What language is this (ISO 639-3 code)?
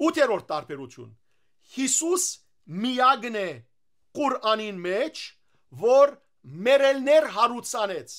hyw